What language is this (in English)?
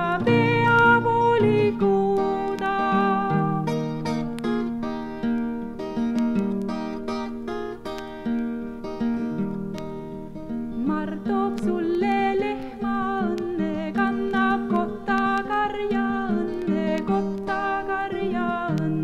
Estonian